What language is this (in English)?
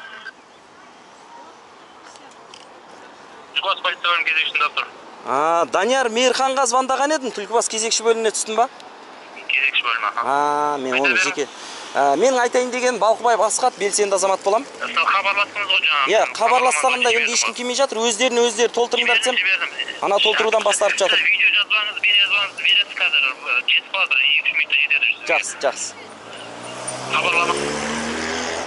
Kazakh